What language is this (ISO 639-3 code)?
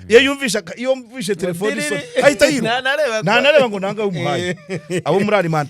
kin